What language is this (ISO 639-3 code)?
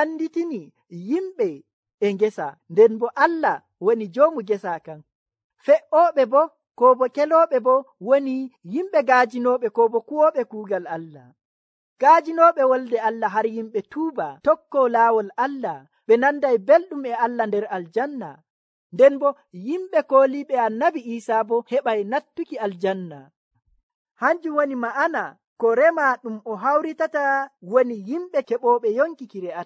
fuv